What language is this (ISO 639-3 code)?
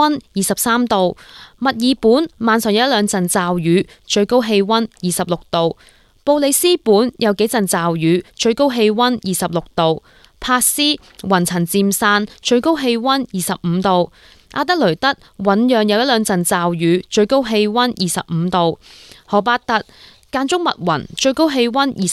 yue